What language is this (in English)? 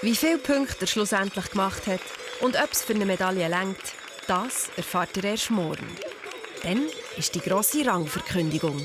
Swiss German